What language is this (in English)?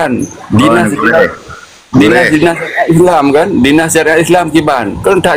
Achinese